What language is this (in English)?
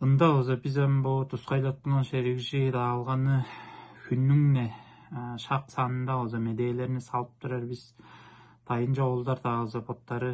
Tuvinian